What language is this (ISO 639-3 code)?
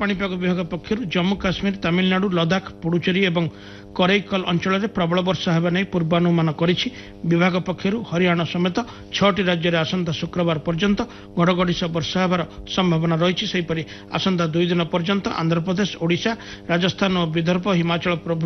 ori